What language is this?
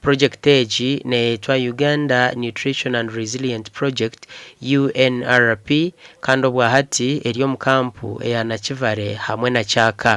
Nyankole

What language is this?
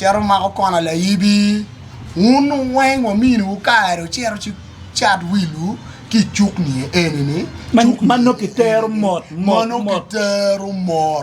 Acoli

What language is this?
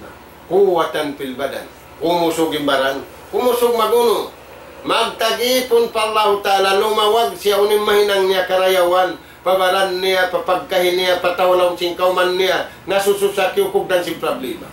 Tausug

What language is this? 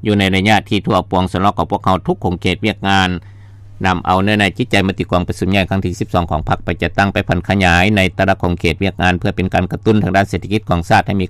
Lao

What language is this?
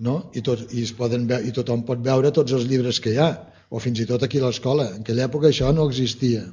Catalan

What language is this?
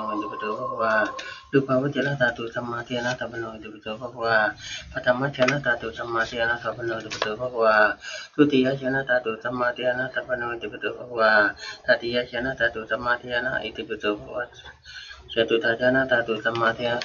Pali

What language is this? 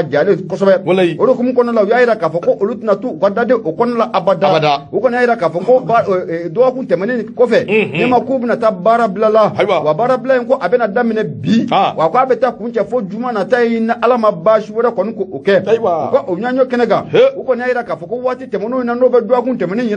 Bambara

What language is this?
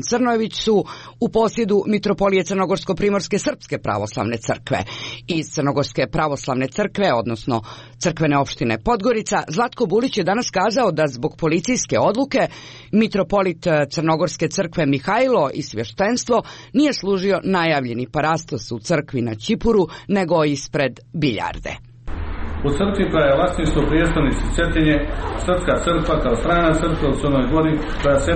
Serbian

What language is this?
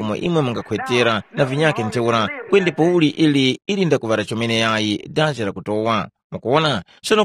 Tumbuka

